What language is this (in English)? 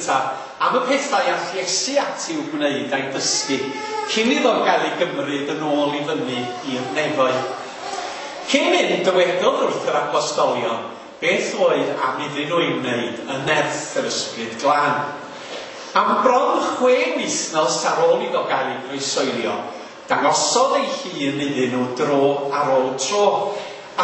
Welsh